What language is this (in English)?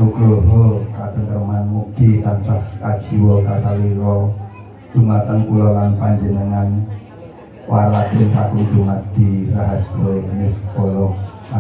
Javanese